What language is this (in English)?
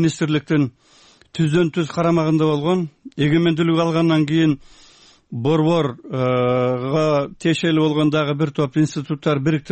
Kyrgyz